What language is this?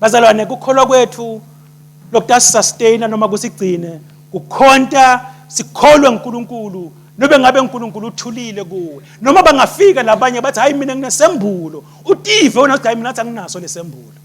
Swati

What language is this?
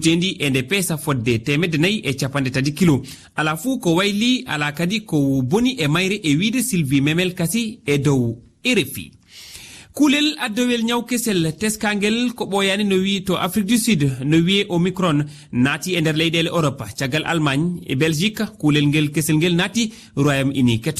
Fula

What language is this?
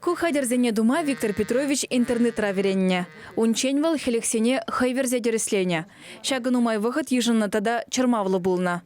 Chuvash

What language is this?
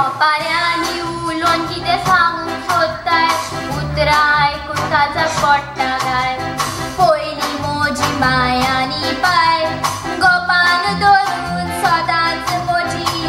Konkani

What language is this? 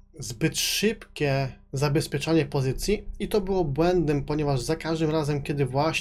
Polish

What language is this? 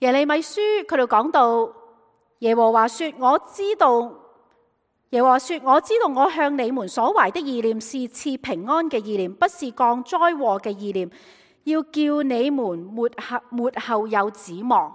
Cantonese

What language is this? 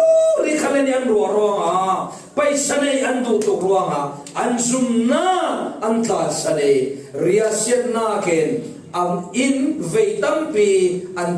Falam Chin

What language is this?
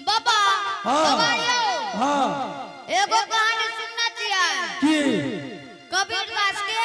Angika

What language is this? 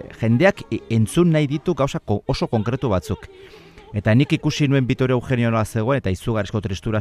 Basque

